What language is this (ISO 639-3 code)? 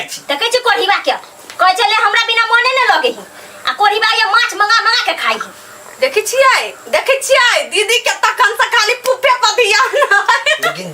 mai